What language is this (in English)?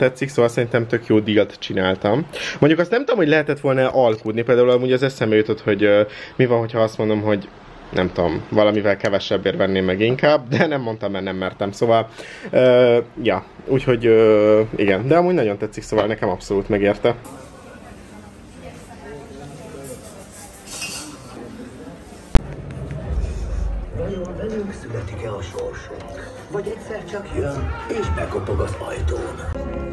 Hungarian